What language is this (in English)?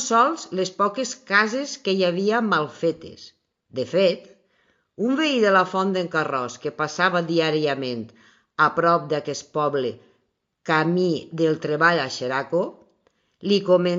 Catalan